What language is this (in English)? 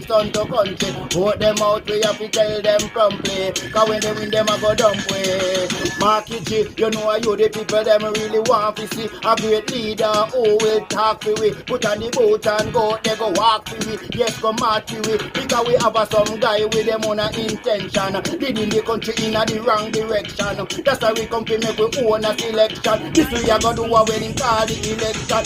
Jamaican Creole English